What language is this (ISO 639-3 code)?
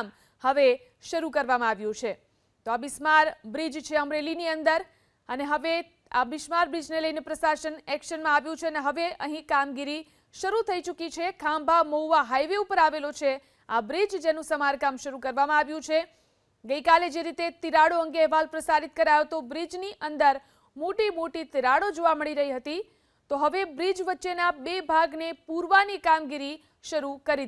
guj